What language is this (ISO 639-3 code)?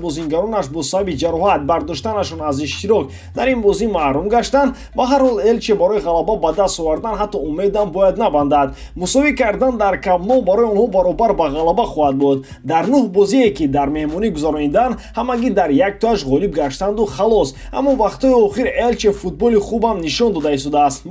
tgk